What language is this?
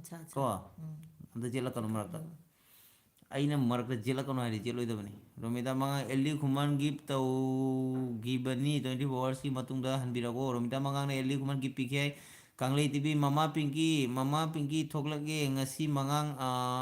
Manipuri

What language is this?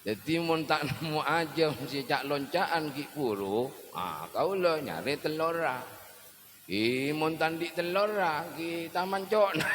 Madurese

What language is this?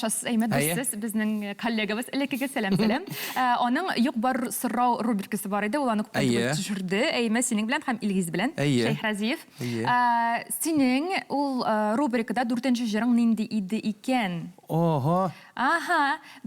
Tatar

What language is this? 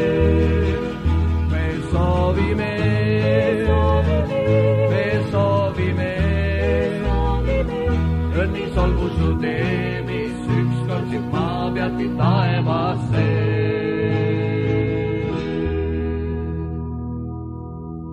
Estonian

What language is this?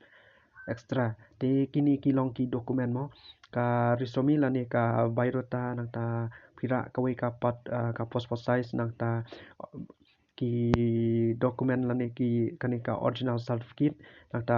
Khasi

